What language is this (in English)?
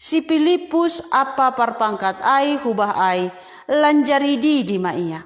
Batak Simalungun